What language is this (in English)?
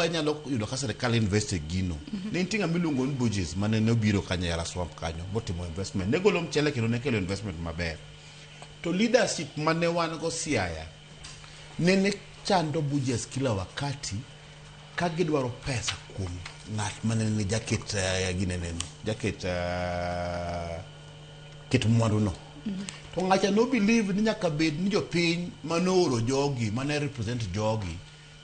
Luo (Kenya and Tanzania)